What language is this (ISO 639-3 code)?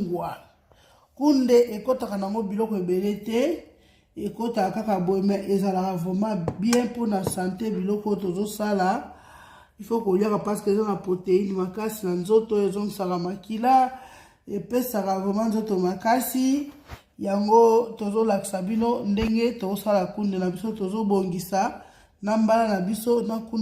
lin